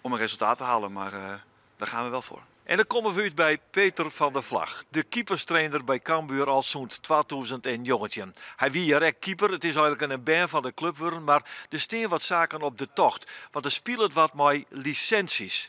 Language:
Western Frisian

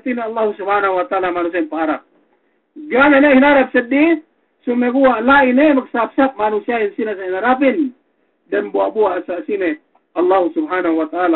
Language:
Yakan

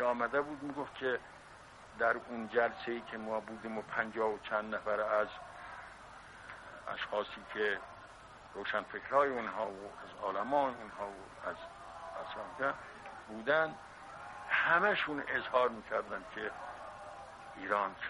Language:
Persian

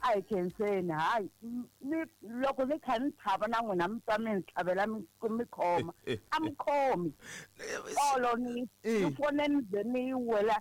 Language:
Tsonga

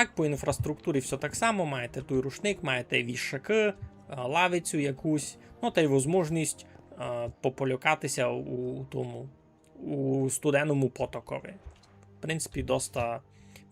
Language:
Rusyn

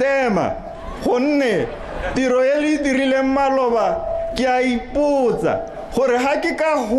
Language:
Tswana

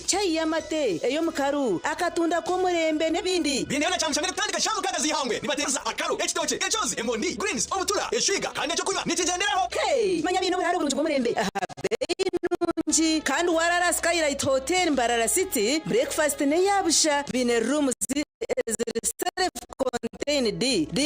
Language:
Nyankole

